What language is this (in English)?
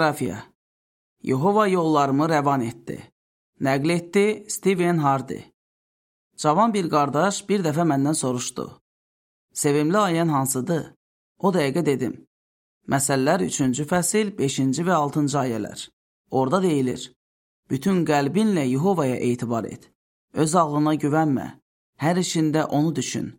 Azerbaijani